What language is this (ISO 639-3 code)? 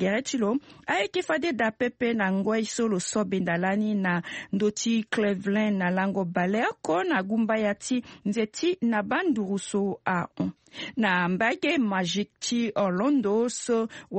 sag